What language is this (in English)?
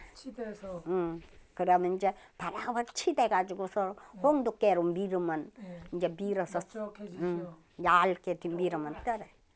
Korean